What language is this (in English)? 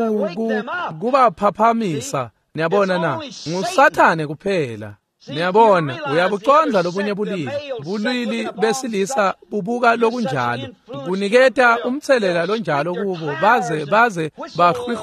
Swati